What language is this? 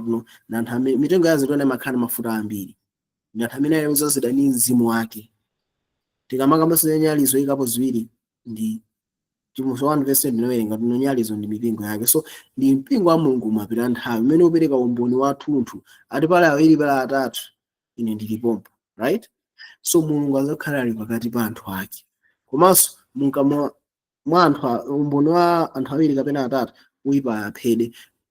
Nyanja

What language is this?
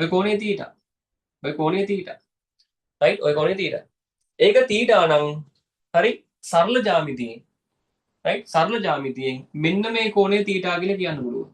Sinhala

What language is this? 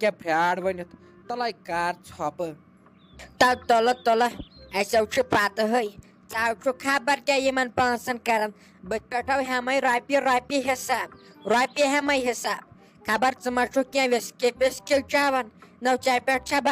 Kashmiri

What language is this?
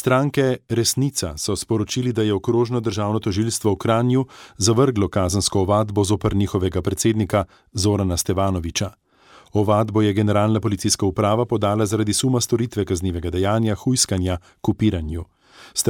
Slovenian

